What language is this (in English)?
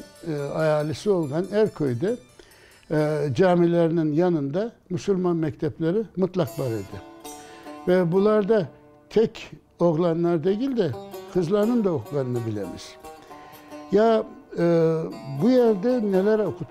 Crimean Tatar